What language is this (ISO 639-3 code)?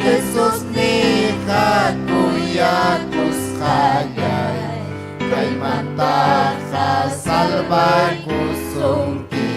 quy